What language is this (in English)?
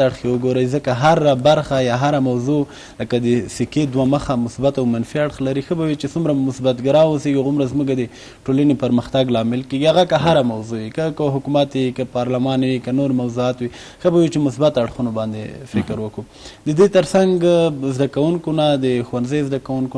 Pashto